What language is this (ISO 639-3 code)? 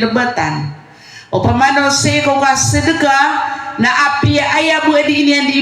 mrw